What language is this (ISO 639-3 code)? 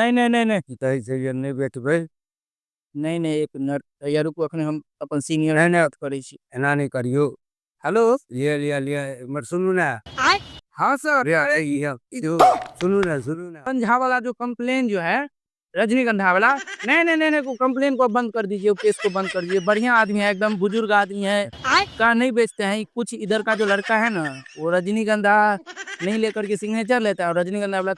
mai